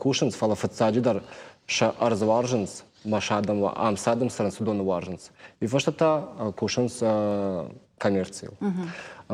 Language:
Ossetic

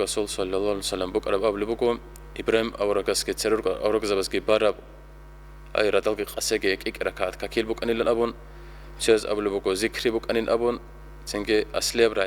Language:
Avaric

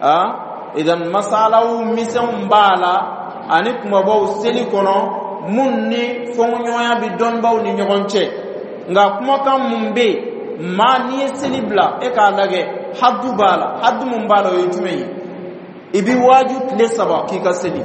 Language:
Dyula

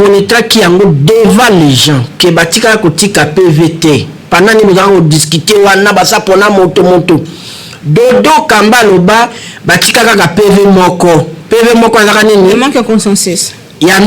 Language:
Lingala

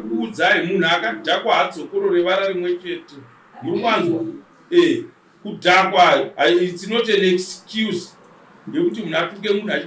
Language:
Shona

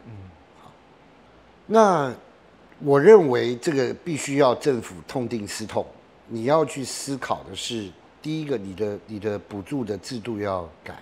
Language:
Chinese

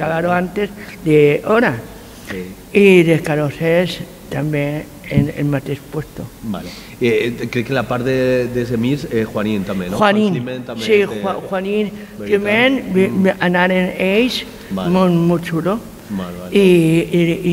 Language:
Catalan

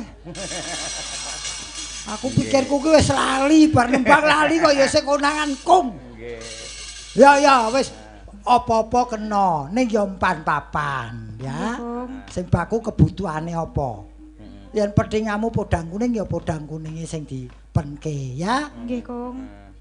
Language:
Javanese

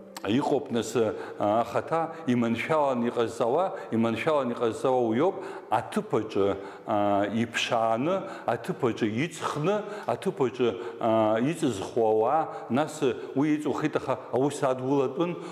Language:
Abkhazian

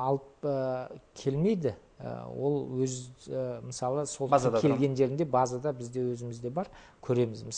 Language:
Kazakh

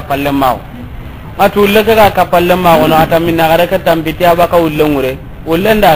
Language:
Soninke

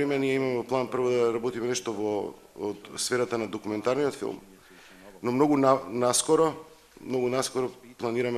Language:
Macedonian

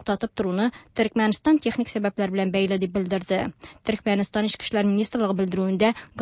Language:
Tatar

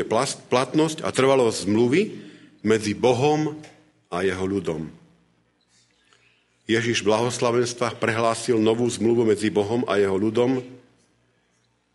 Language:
Slovak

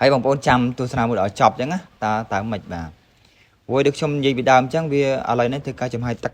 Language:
Khmer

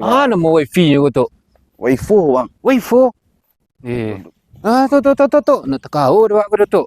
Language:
Minangkabau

